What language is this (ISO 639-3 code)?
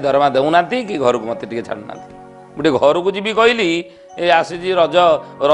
ori